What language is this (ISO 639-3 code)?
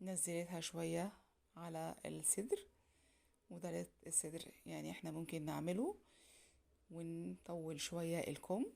arz